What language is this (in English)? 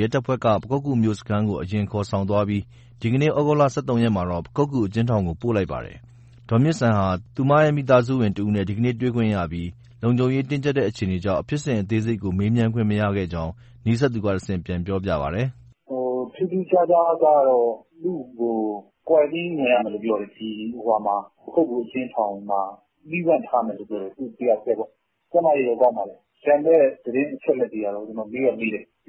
Burmese